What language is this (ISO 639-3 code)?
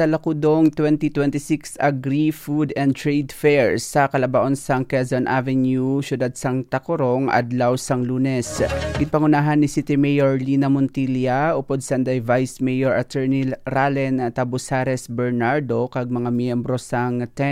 hil